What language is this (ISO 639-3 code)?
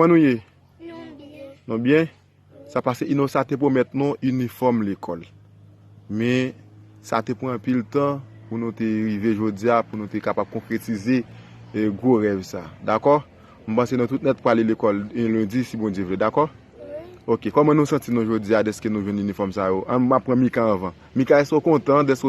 hat